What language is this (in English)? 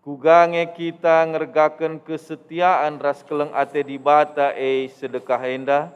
Batak Karo